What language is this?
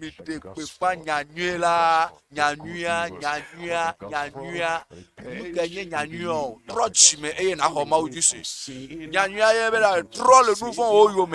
Ewe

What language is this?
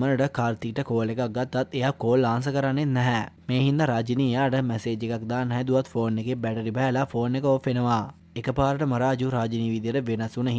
Sinhala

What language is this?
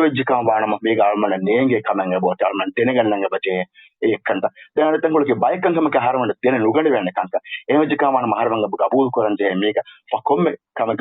Divehi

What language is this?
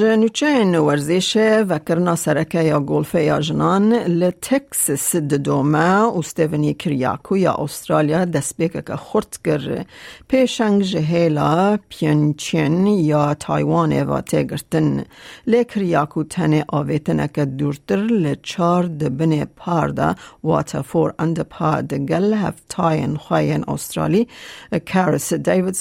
Kurdish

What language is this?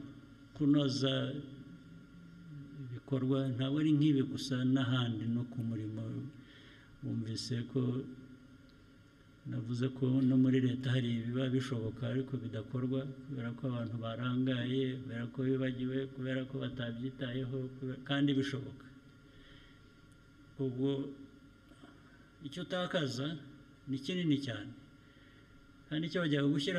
Kinyarwanda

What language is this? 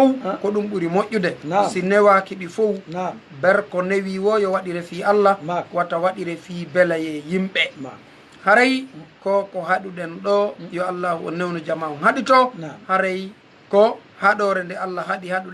Fula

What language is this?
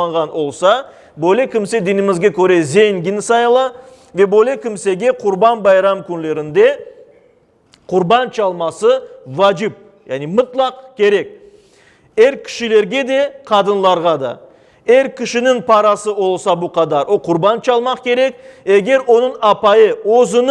Crimean Tatar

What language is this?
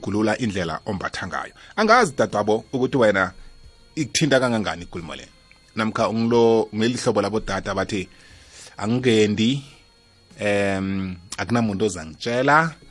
South Ndebele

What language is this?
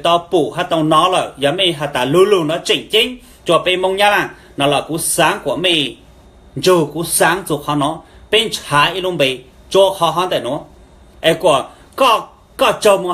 Hmong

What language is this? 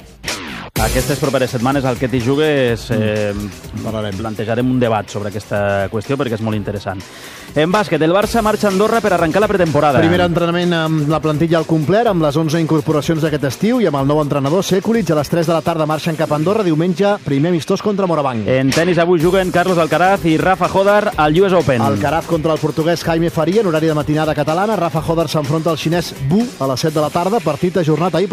Catalan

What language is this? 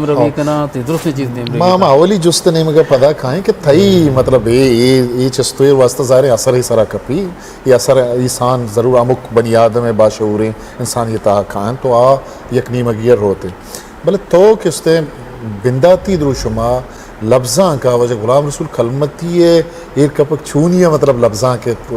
Eastern Balochi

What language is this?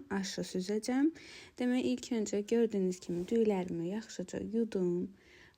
Azerbaijani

